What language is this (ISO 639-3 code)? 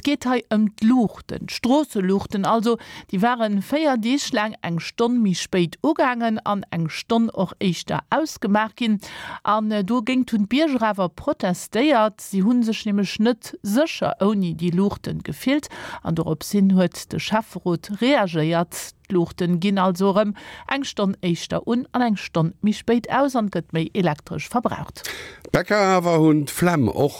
ltz